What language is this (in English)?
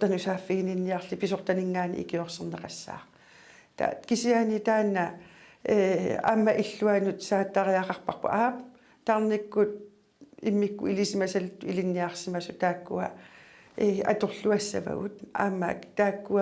Kalaallisut